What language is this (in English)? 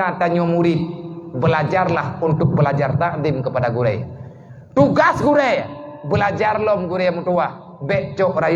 Achinese